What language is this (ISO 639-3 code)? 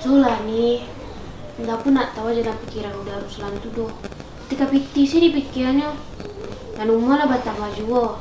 min